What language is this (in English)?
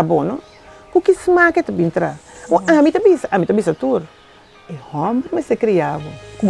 Papiamento